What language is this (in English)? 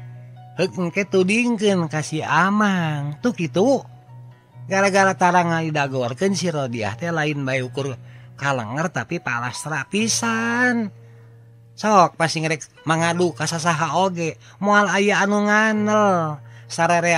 Sundanese